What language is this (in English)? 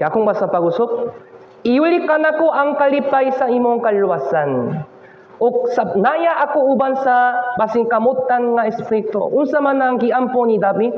Cebuano